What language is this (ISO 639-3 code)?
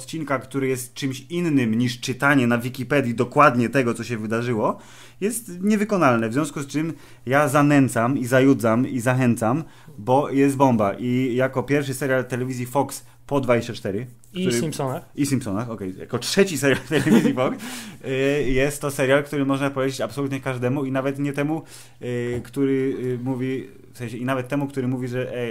pol